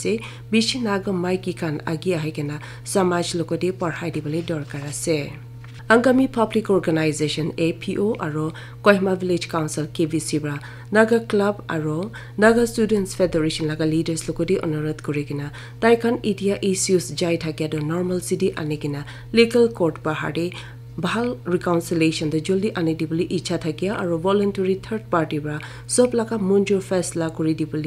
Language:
Naga Pidgin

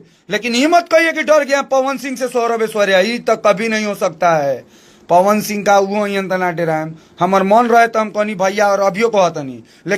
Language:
Bhojpuri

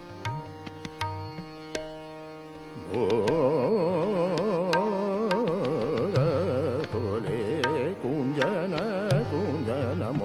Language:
Hindi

